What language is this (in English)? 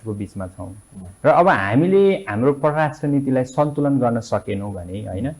Nepali